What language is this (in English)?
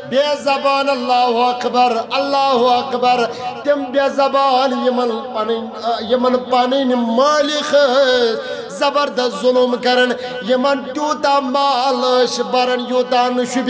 Kashmiri